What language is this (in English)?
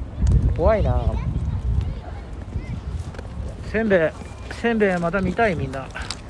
Japanese